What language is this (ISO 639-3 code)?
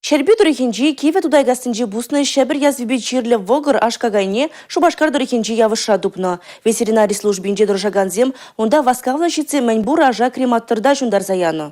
chv